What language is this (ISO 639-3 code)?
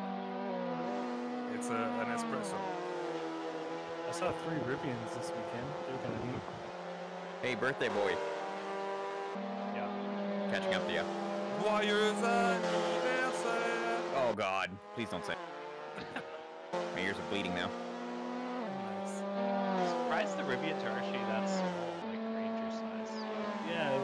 eng